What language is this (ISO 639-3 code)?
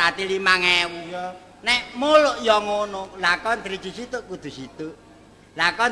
jav